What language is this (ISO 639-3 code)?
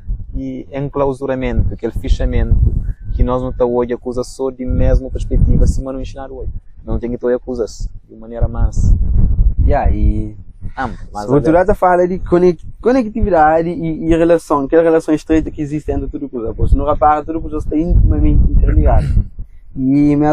kea